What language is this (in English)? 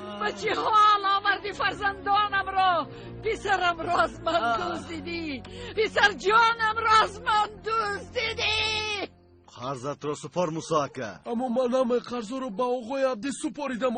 Tajik